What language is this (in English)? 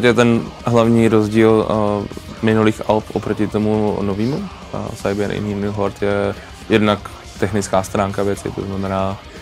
Czech